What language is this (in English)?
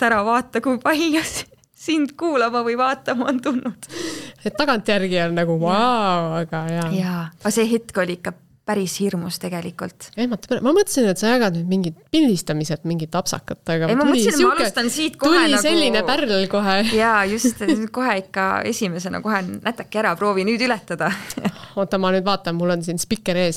Estonian